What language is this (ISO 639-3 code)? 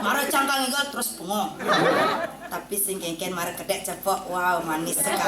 ban